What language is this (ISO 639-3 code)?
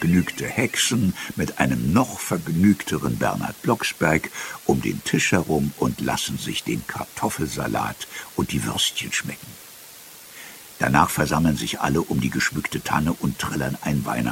deu